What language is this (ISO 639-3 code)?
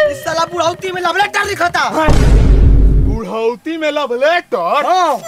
bho